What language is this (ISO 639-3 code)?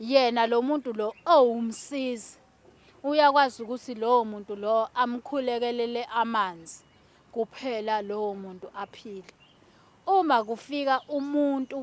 zul